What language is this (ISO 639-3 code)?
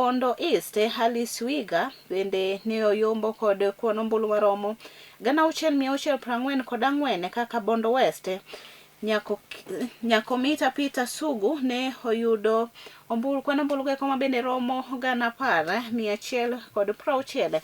luo